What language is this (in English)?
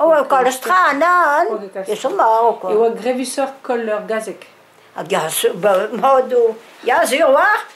Breton